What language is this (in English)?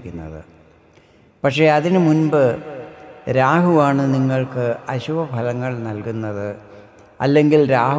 Malayalam